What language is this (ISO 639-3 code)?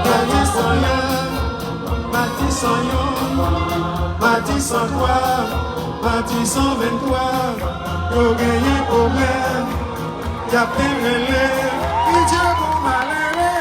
hat